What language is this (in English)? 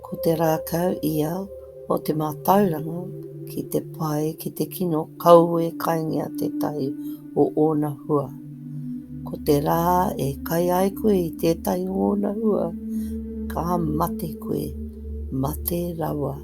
Māori